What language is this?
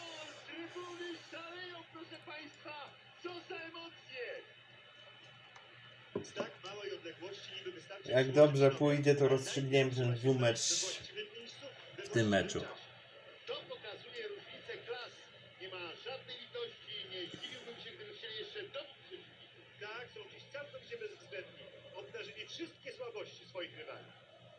Polish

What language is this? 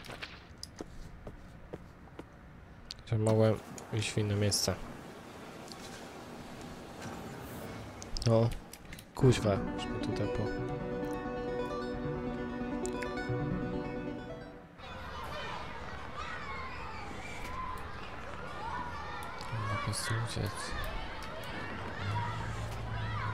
Polish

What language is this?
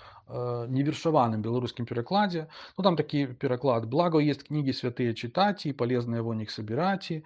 Belarusian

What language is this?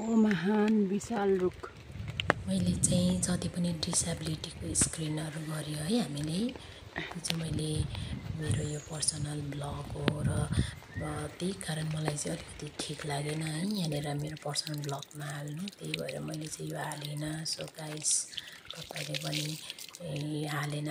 Nepali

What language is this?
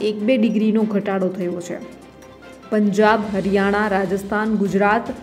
Gujarati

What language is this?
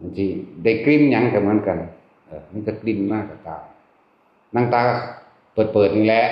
Northeastern Thai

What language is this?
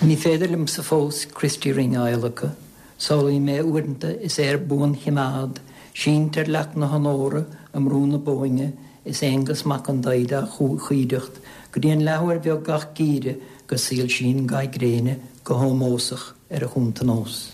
Irish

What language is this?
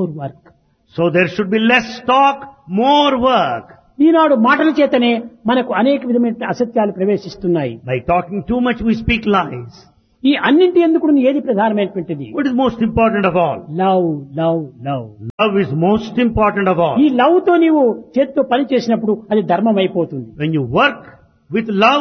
Telugu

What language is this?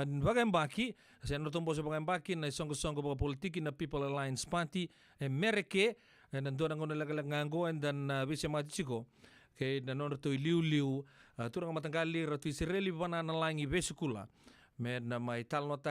Fijian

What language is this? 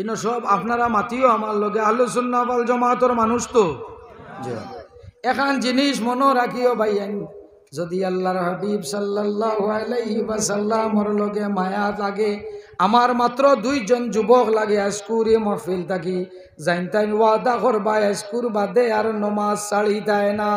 Sylheti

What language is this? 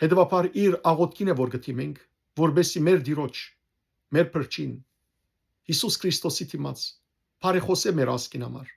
Western Armenian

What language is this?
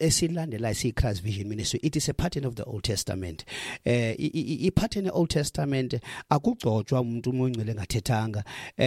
Xhosa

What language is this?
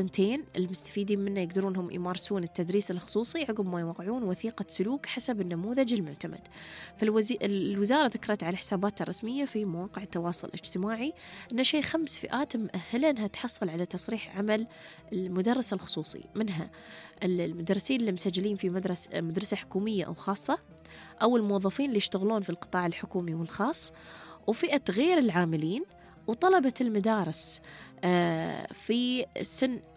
Gulf Arabic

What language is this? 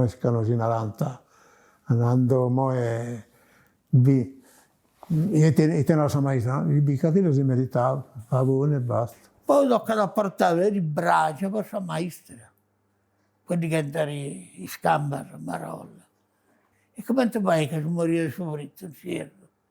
Sardinian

